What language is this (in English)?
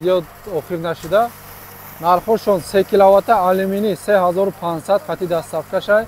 Tajik